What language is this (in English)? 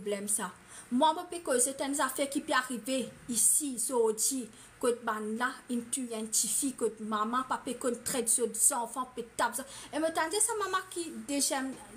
Morisyen